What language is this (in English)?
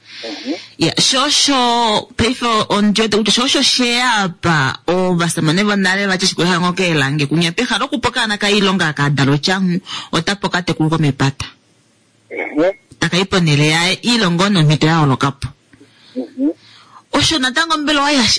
Kuanyama